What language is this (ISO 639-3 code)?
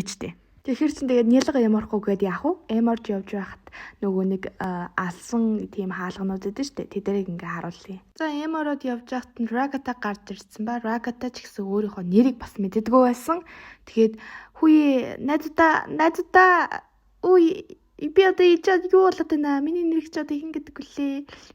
mon